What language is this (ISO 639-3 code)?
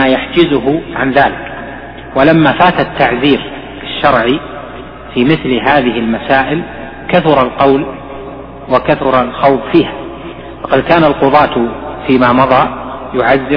ara